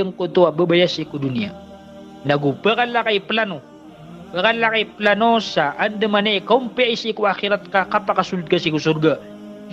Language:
Maranao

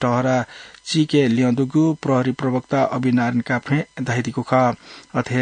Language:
Newari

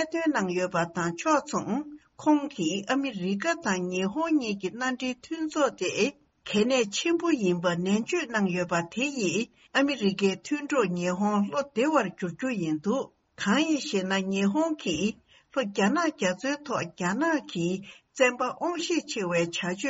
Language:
Tibetan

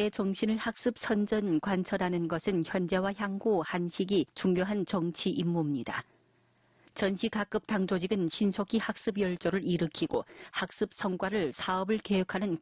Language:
Korean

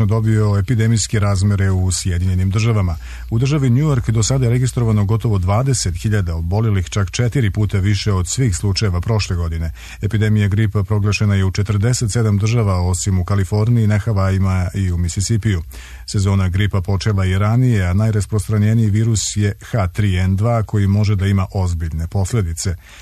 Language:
Serbian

